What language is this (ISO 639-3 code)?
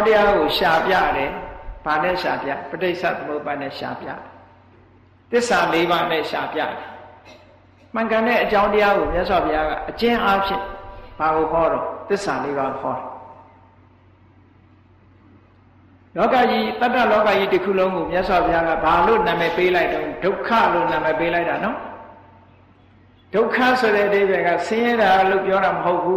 mya